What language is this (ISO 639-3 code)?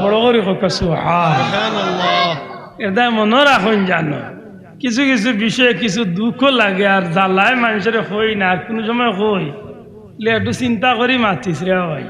syl